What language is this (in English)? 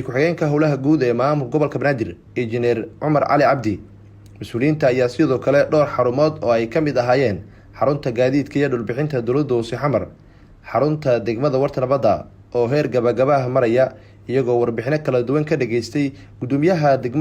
Somali